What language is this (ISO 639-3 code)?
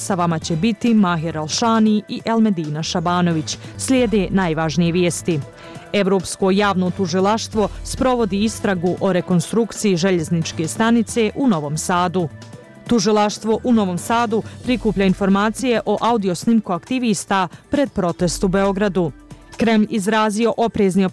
bos